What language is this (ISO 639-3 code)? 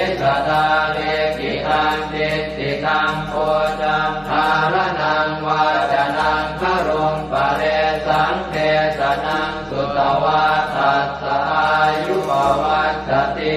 pli